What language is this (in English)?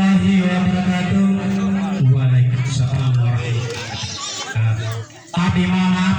Gorontalo